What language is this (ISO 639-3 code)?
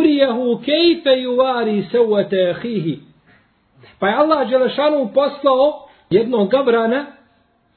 bos